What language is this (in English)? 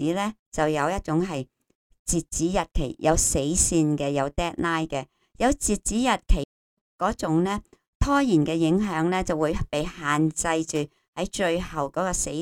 Cantonese